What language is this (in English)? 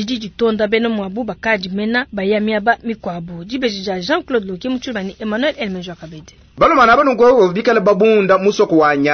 Luba-Lulua